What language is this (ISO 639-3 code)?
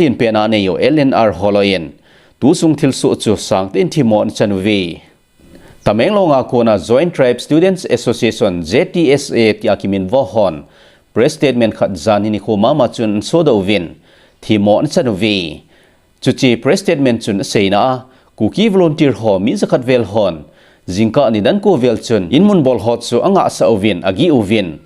tcz